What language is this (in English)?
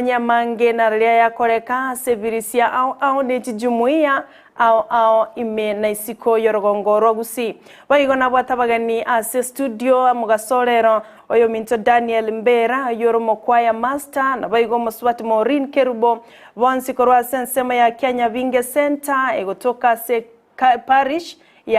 Gusii